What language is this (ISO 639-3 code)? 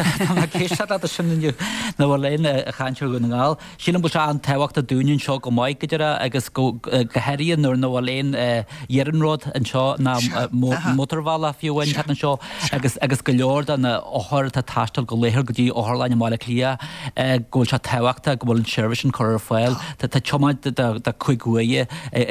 gle